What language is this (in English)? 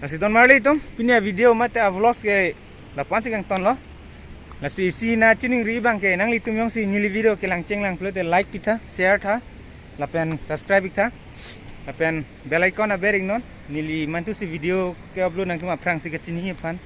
Karbi